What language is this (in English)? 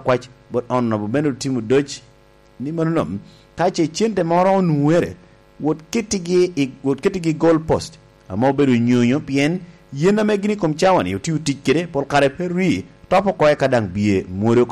Lango (Uganda)